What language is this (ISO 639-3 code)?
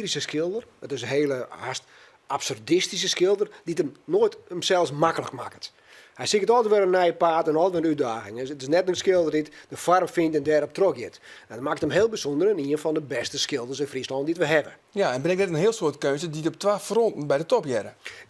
fry